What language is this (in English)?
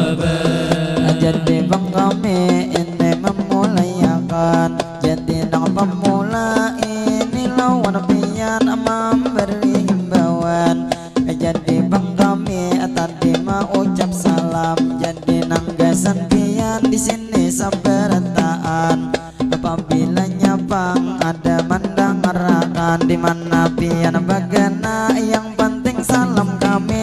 Banjar